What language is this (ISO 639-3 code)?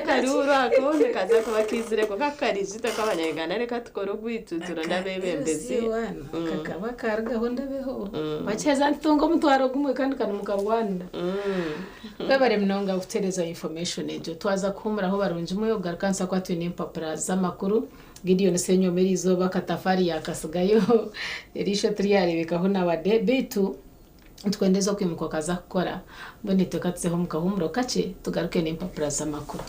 nyn